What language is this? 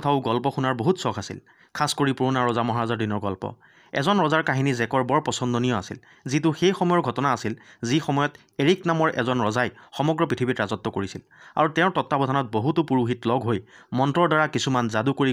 Assamese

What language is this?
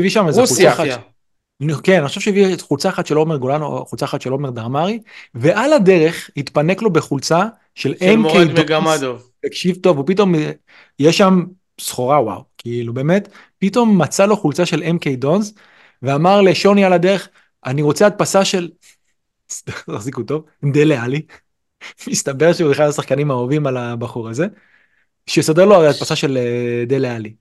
Hebrew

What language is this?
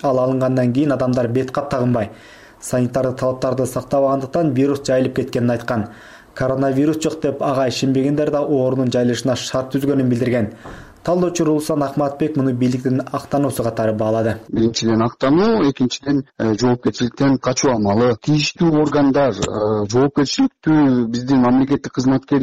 Kyrgyz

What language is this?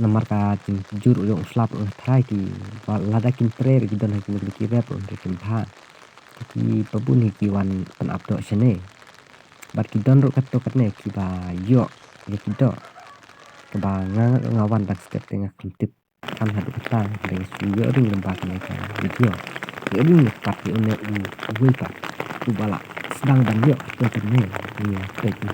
Khasi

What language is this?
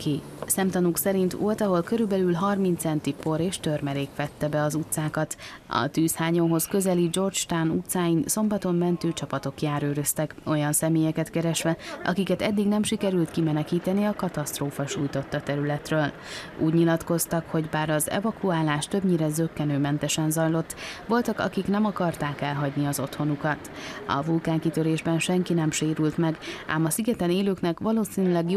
Hungarian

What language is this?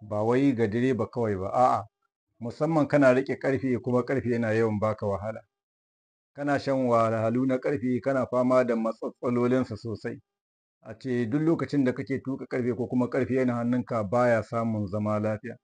Hausa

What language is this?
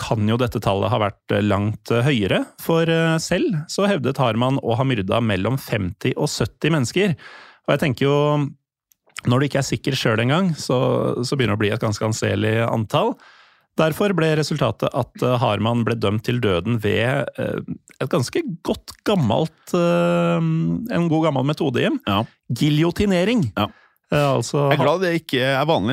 Norwegian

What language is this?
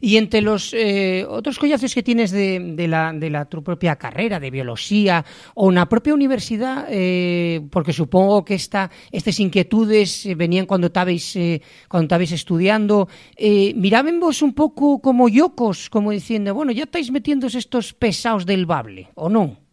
Asturian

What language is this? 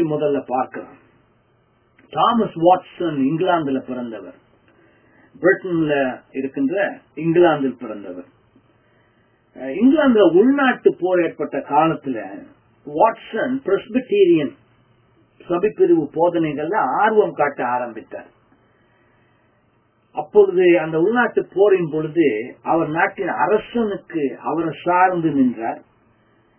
Tamil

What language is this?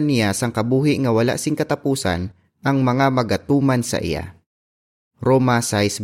Hiligaynon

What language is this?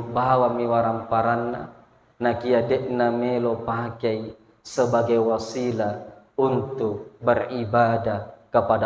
Buginese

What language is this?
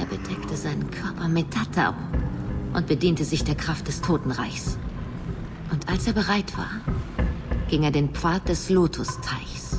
Bavarian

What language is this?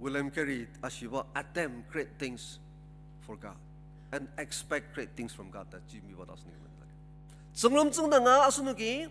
Ao Naga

